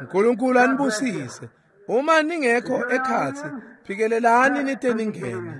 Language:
Swati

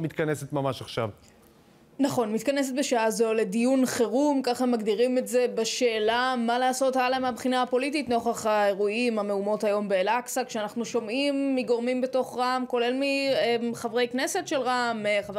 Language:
Hebrew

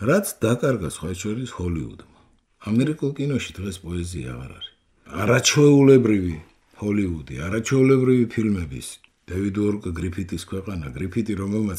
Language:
Georgian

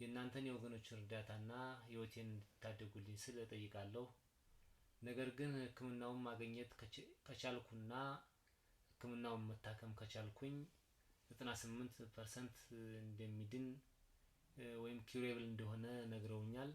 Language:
Amharic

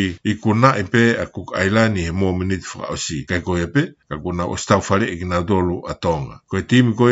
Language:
Tongan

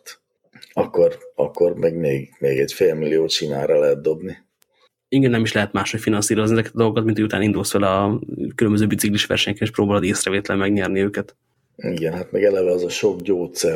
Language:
Hungarian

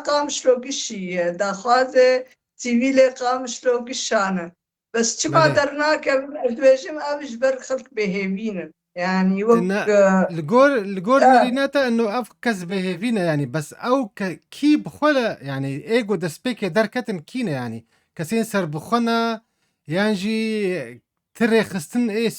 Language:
Kurdish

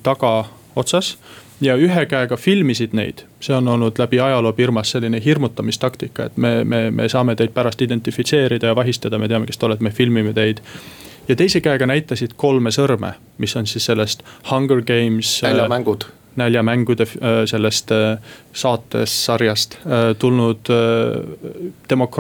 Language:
Estonian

